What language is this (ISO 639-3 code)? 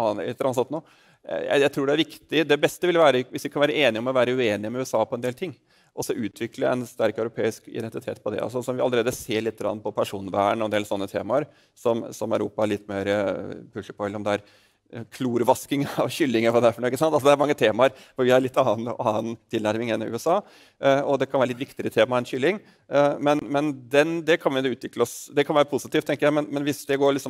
nor